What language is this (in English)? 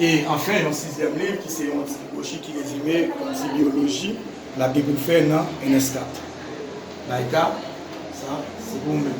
Haitian Creole